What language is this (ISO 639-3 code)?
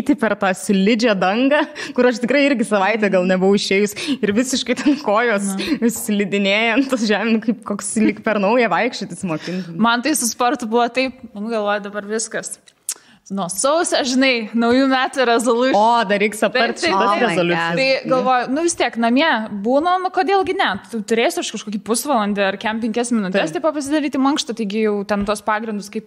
lit